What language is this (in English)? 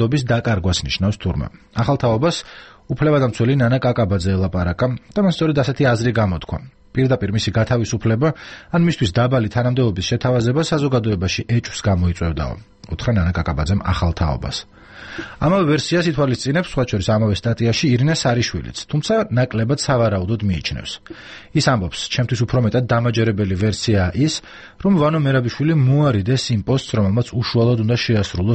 Georgian